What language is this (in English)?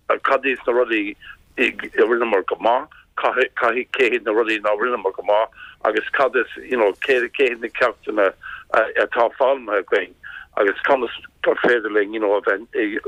Irish